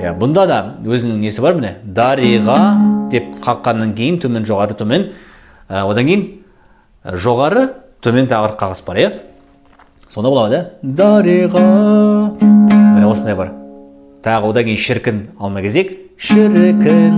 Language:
Kazakh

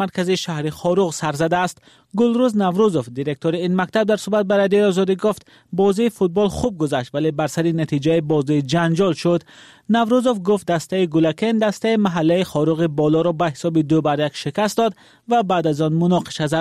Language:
Tajik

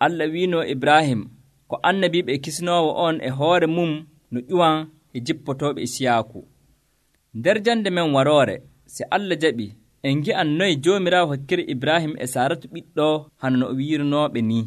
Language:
Nigerian Fulfulde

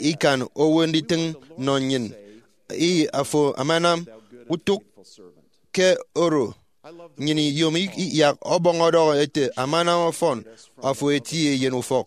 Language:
Efik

